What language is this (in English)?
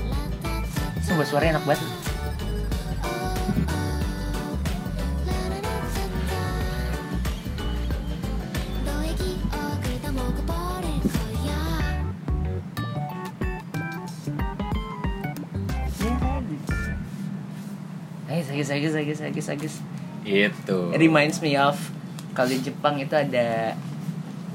Indonesian